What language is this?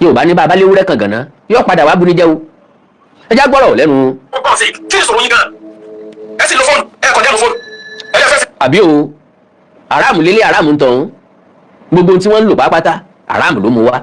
Yoruba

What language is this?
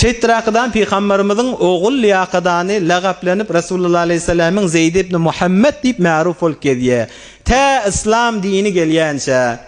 Turkmen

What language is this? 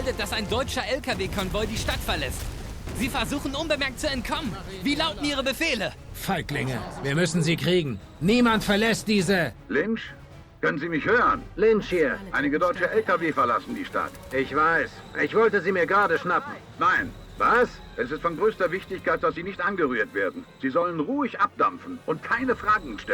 Bavarian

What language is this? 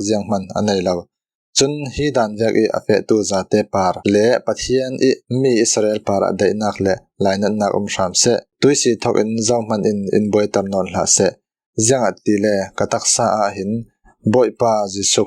Falam Chin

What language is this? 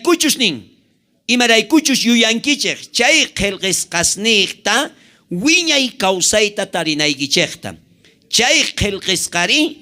South Bolivian Quechua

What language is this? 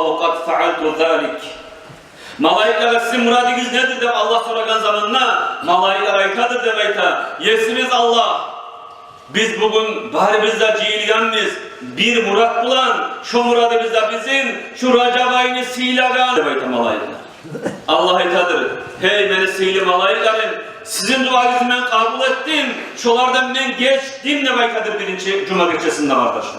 Kumyk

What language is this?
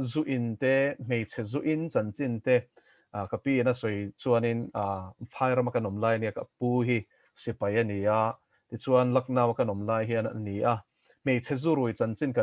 Mizo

